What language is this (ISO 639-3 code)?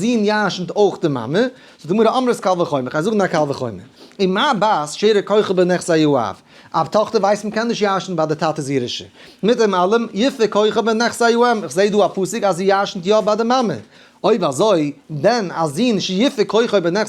yid